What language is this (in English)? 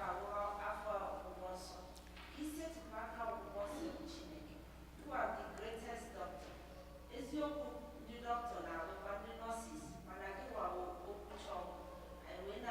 Igbo